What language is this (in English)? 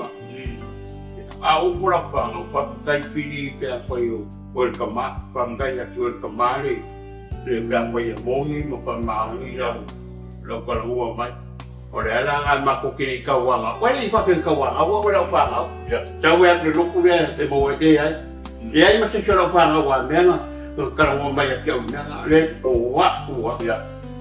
Samoan